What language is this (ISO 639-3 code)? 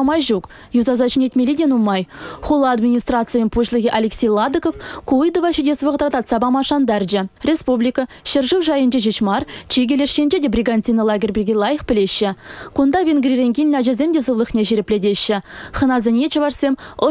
chv